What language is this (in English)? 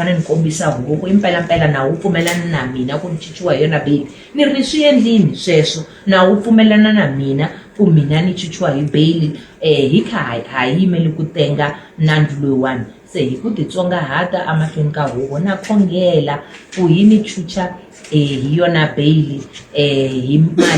Tsonga